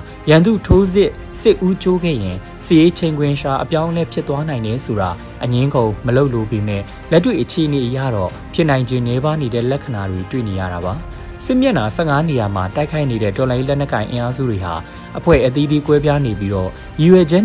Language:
Burmese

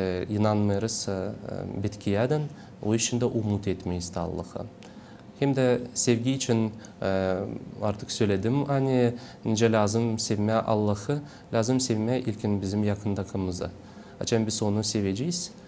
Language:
Gagauz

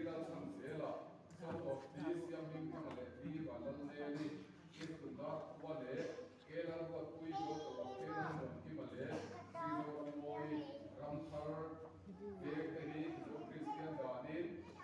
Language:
Mizo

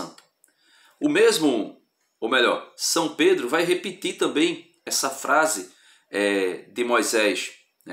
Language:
Portuguese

